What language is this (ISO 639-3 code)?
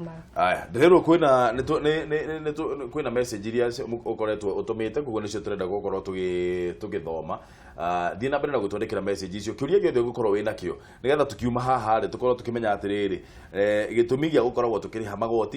kik